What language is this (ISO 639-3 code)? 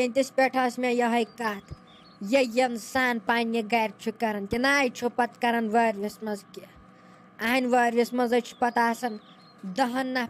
kas